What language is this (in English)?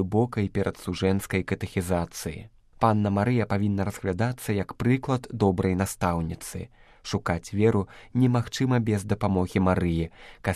Belarusian